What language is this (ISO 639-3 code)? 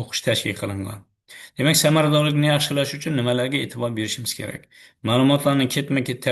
uzb